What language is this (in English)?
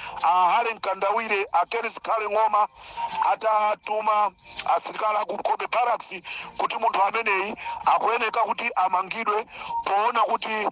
Nyanja